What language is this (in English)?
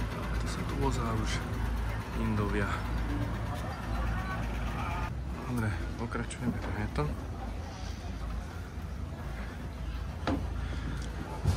Slovak